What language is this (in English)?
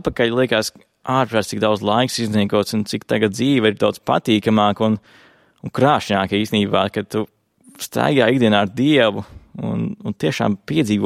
Latvian